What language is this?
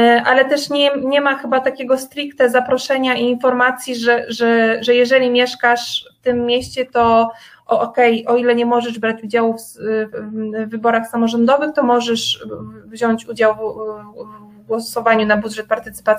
Polish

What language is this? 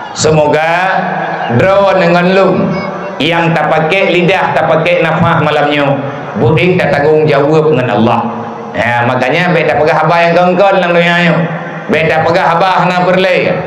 Achinese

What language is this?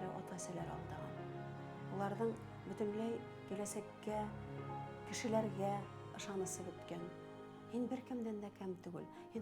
Bashkir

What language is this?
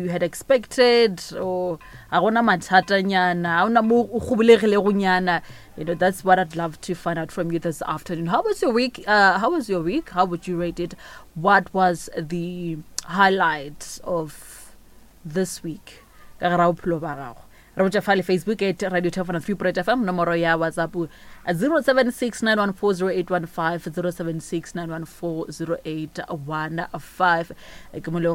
Northern Sotho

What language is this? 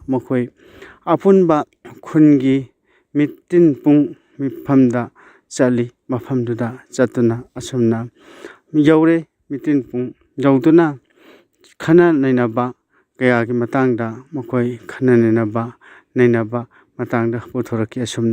Manipuri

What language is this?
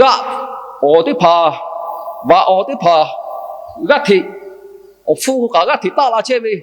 Lahu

